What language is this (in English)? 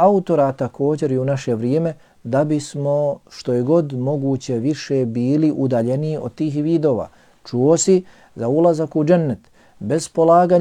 Bosnian